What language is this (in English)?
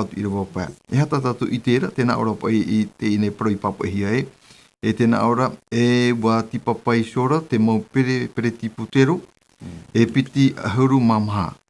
Tahitian